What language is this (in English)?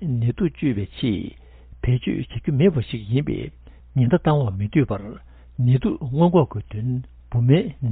Tibetan